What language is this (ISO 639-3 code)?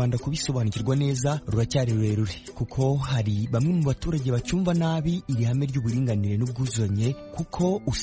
kin